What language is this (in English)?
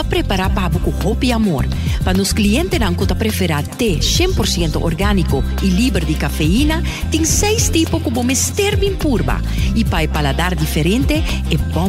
Papiamento